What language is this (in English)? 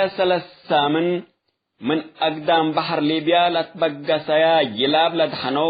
Tigre